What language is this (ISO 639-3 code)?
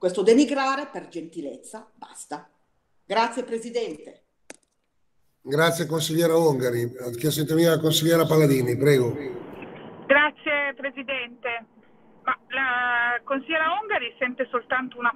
ita